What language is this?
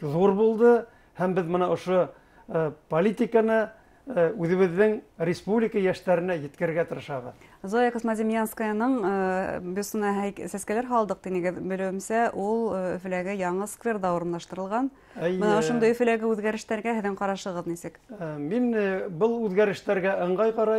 Bashkir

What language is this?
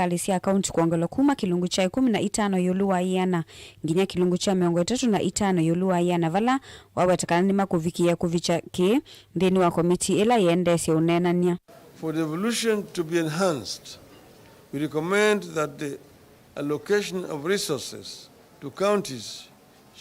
Kamba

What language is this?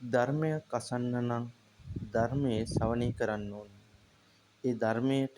Sinhala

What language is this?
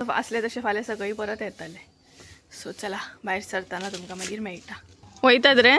Konkani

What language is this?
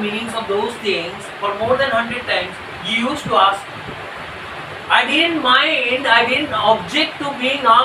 English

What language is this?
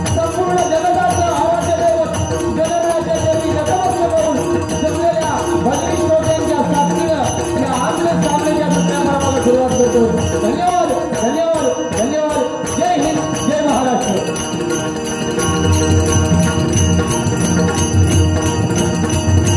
Marathi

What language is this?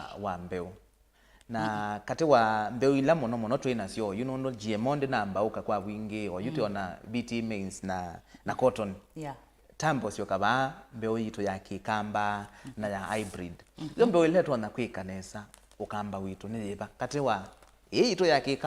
Kamba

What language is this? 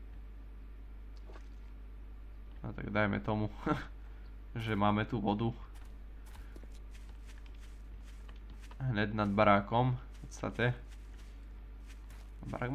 Slovak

